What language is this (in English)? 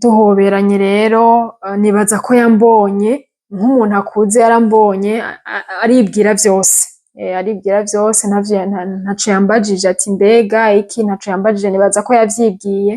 Rundi